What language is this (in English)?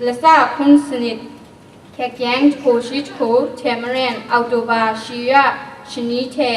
Kachin